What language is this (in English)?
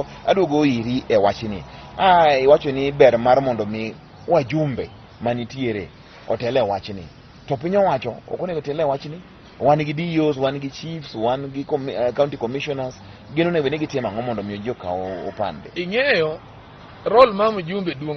Luo (Kenya and Tanzania)